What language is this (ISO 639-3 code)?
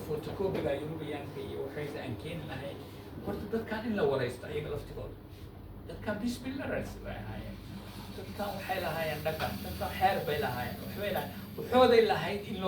som